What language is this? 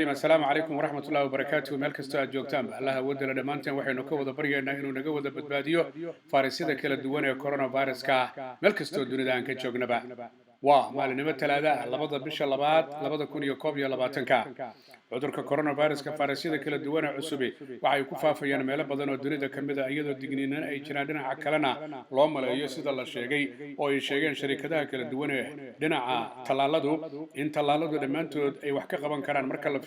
Somali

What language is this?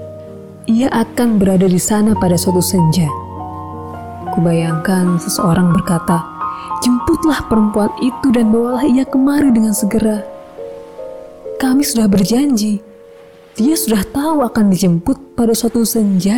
Indonesian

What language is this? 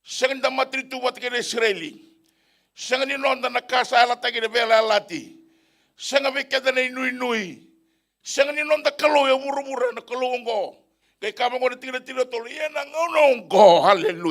Fijian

